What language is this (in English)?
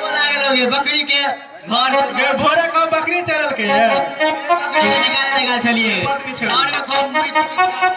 Maithili